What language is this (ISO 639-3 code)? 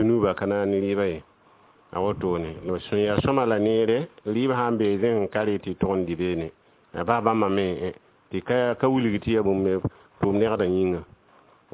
mos